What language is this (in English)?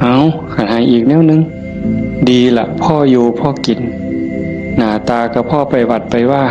Northeastern Thai